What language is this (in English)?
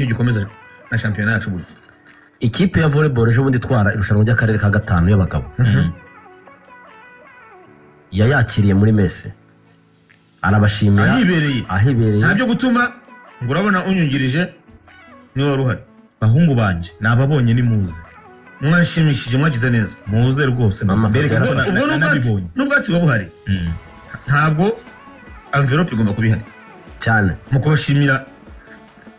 Kinyarwanda